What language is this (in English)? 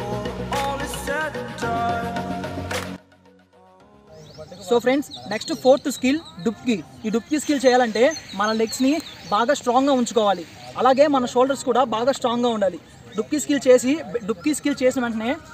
Telugu